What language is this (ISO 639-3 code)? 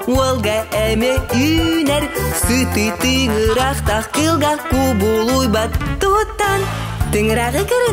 sah